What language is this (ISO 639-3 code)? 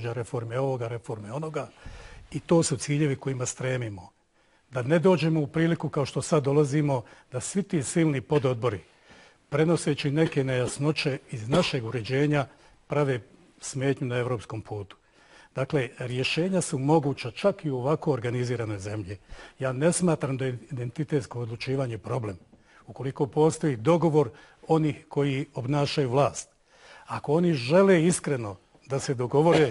bos